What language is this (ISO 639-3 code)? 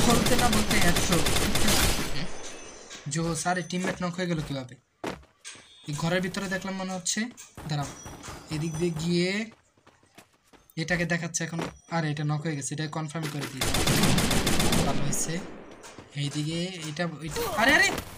ben